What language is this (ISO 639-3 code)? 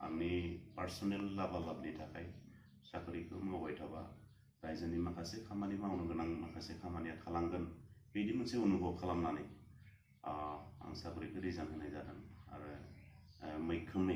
brx